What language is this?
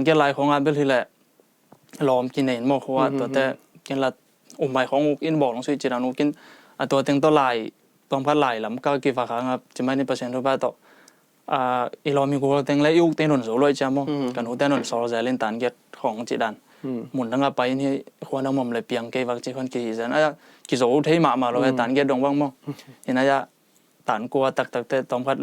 Tedim Chin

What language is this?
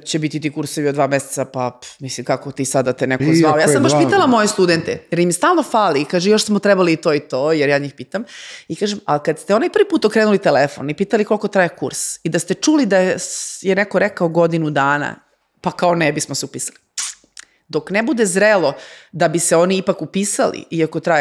Serbian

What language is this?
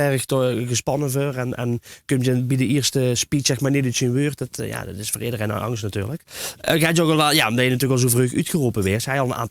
Limburgish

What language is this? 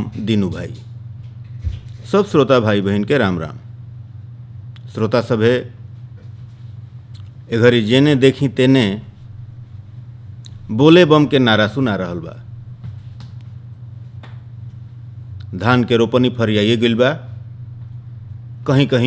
Bhojpuri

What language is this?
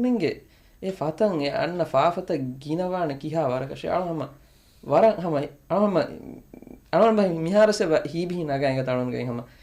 Divehi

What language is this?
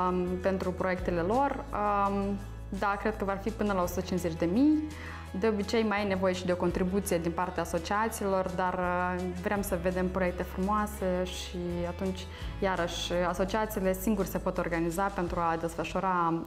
Romanian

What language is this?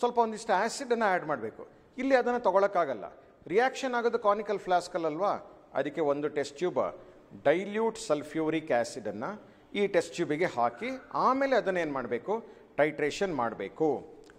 Kannada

